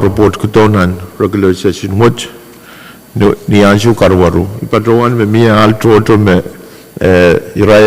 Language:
Pohnpeian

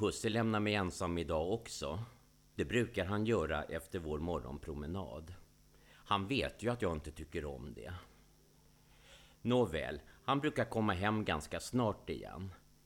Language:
Swedish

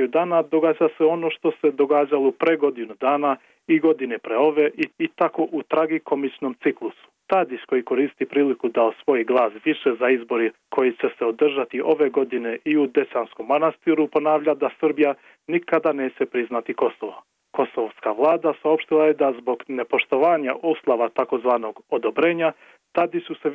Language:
Serbian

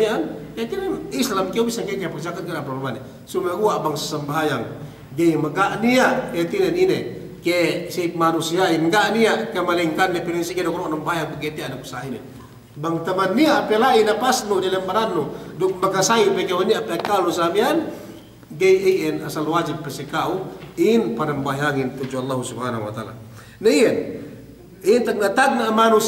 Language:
Yakan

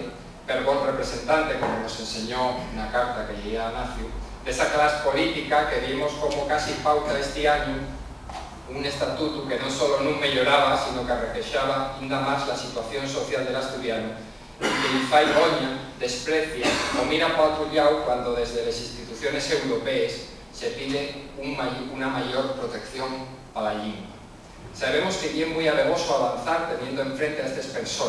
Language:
Asturian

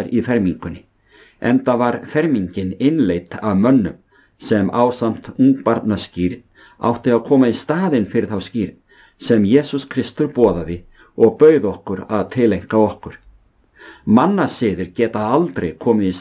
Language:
Icelandic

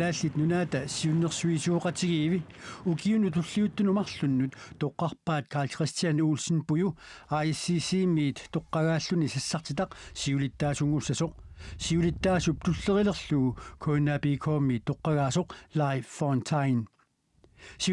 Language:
Kalaallisut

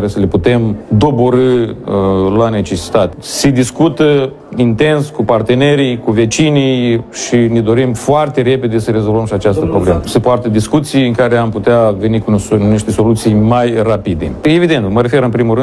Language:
Romanian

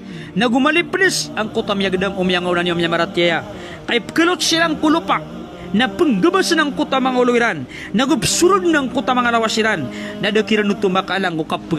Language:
Maranao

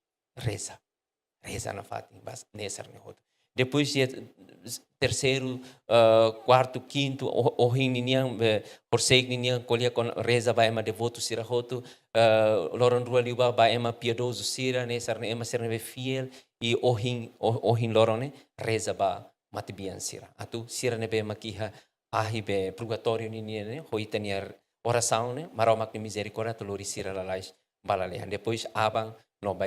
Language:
Tetum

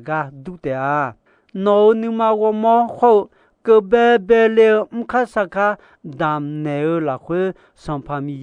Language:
Akha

